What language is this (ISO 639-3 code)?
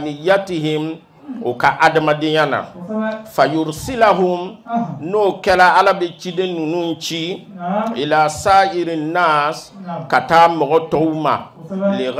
bam